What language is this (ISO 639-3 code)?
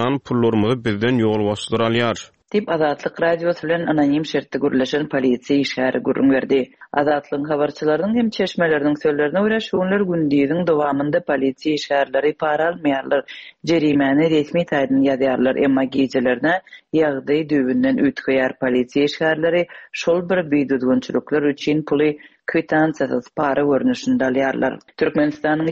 tuk